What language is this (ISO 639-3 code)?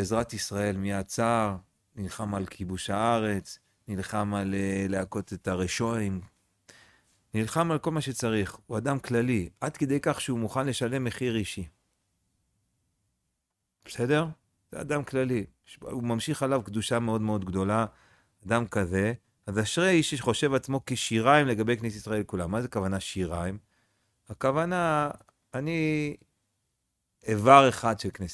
heb